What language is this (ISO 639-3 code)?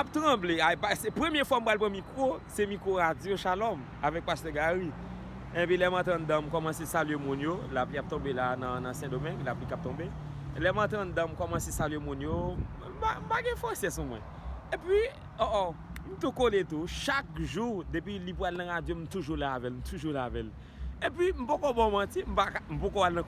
hat